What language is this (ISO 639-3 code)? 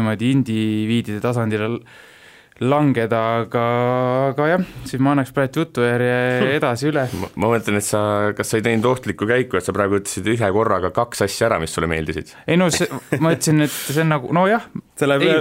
est